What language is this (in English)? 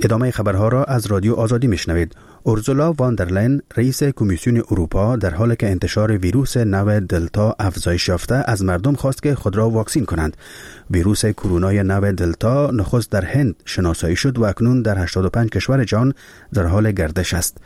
Persian